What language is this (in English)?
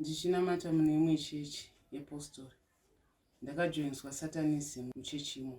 Shona